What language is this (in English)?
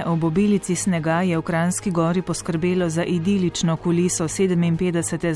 Slovenian